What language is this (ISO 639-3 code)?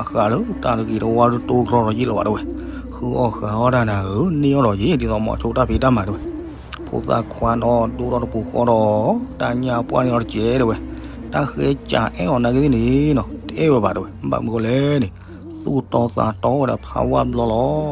ksw